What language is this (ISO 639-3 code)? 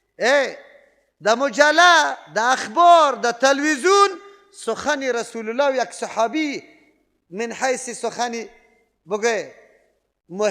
fas